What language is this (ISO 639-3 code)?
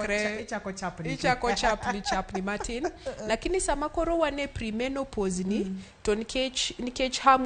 luo